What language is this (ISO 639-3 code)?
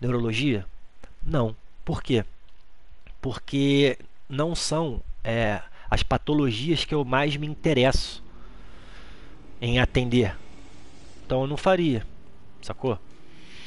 por